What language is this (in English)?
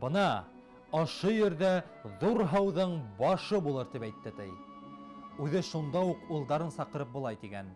Bashkir